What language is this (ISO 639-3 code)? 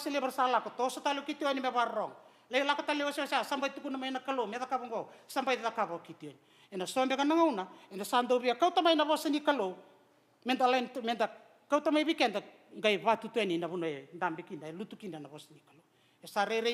fij